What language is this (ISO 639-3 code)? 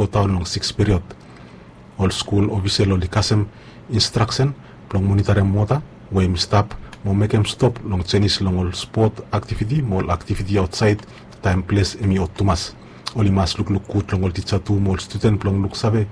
bis